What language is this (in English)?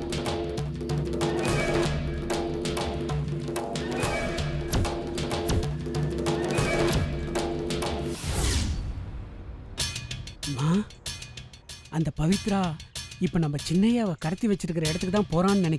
Tamil